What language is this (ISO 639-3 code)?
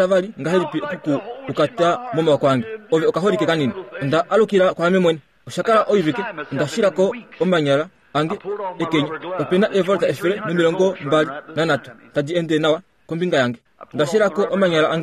kua